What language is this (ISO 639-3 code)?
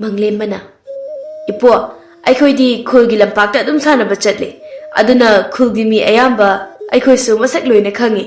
mni